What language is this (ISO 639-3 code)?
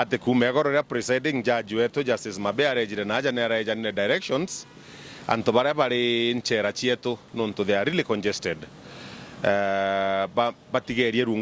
mer